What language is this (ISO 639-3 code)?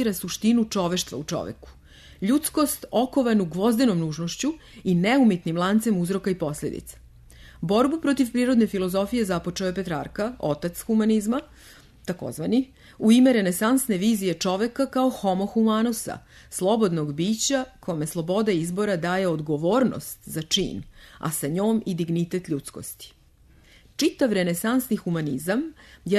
srp